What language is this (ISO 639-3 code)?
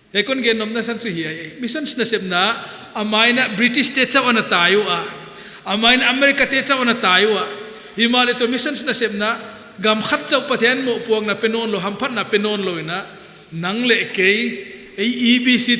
pck